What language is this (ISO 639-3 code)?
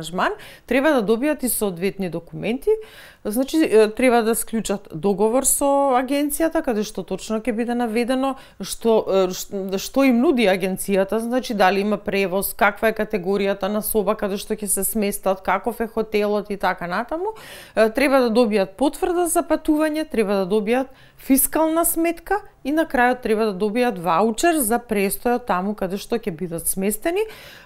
mkd